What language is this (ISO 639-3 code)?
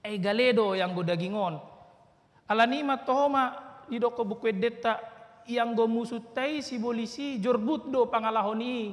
bbc